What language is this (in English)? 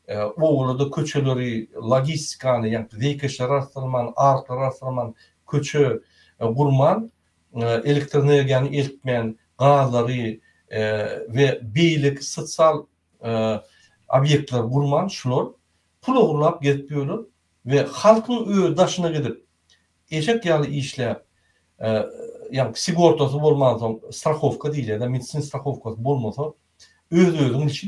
Turkmen